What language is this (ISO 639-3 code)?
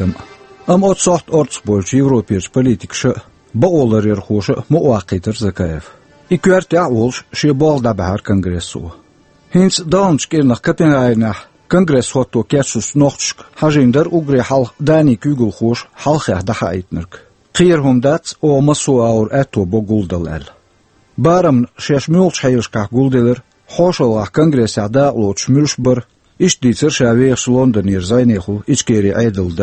che